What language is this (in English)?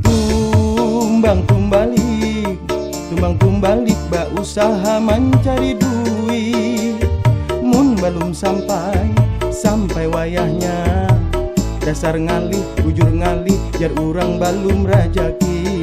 Banjar